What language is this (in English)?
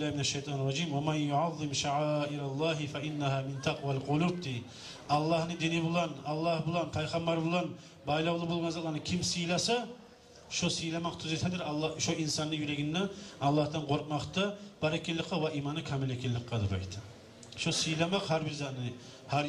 Kumyk